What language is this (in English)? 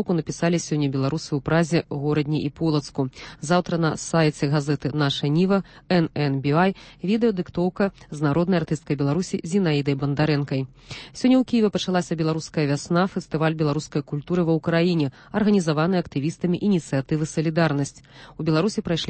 Belarusian